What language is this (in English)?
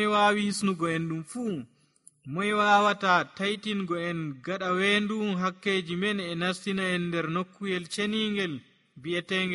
Nigerian Fulfulde